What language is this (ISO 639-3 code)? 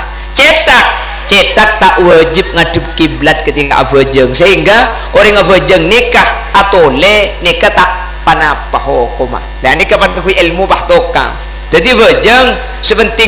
mad